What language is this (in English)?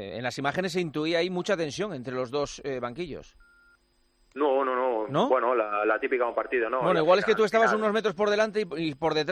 Spanish